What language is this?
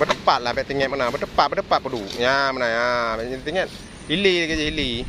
Achinese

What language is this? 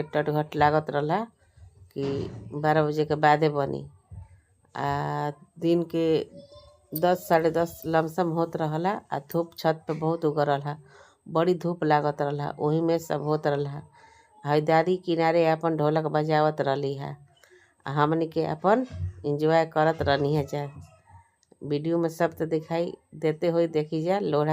Bhojpuri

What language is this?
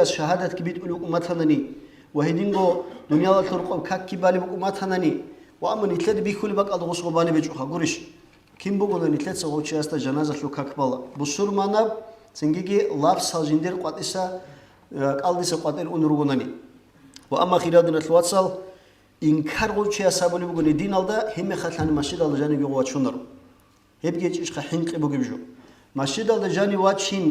Avaric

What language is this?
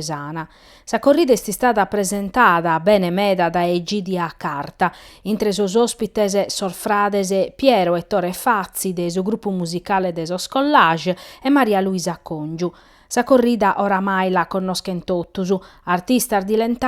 Sardinian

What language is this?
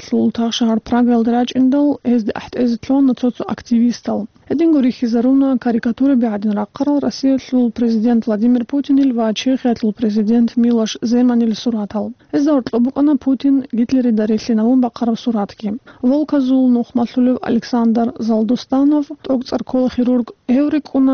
Avaric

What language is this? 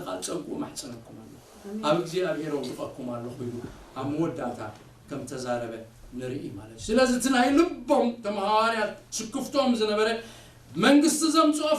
Tigrinya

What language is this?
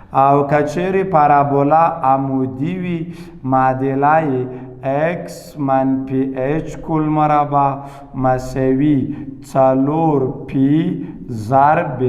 Pashto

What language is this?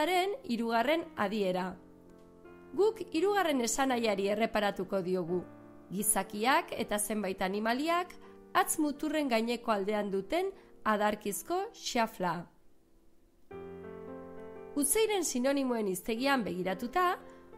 Basque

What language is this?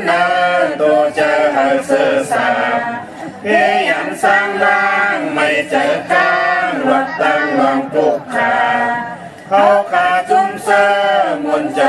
Shan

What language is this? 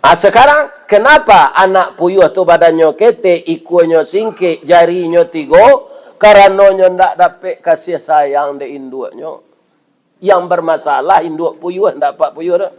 Minangkabau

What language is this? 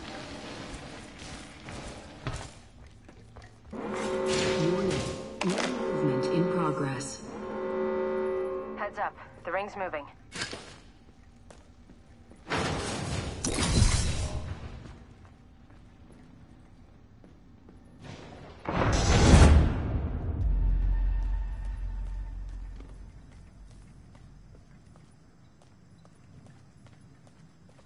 English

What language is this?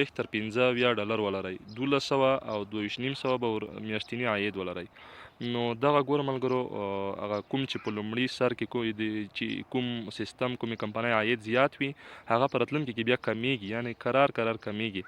Pashto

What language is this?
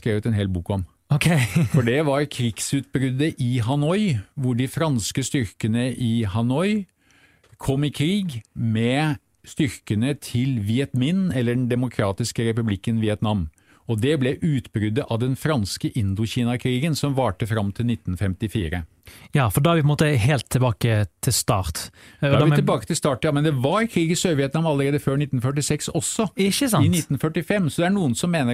Norwegian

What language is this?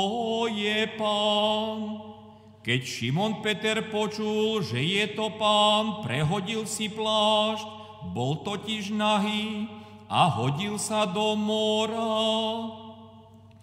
Slovak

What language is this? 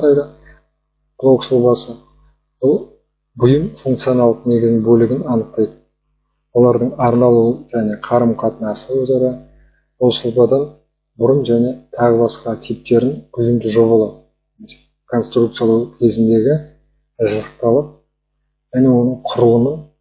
Kazakh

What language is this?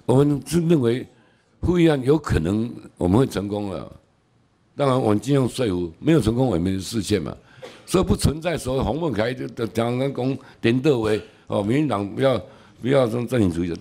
Chinese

